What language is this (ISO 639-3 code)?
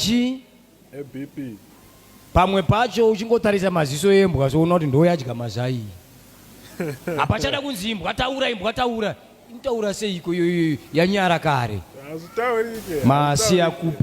sna